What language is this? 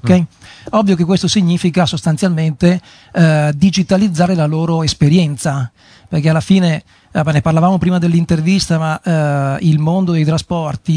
Italian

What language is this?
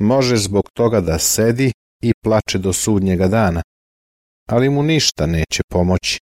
Serbian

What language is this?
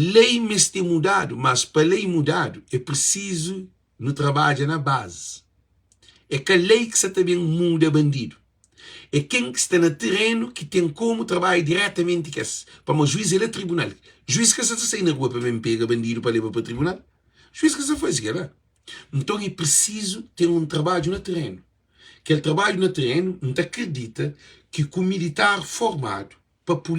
Kabuverdianu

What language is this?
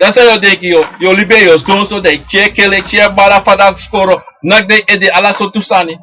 Sranan Tongo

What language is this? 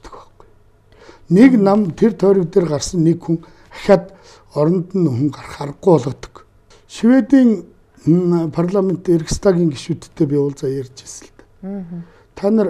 Mongolian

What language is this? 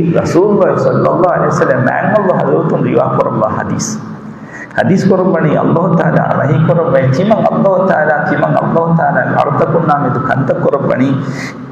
Divehi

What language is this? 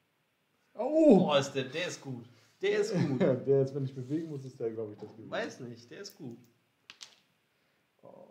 German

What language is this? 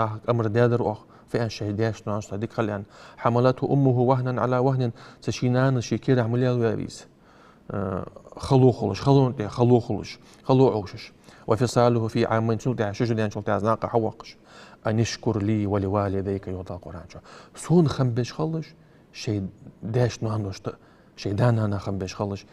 Ingush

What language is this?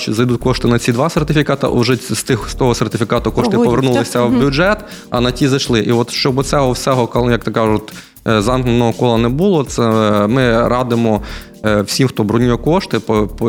Ukrainian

